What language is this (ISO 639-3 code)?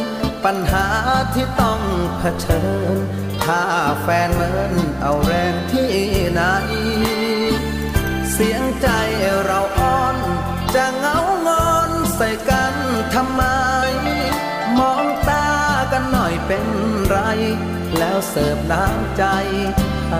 tha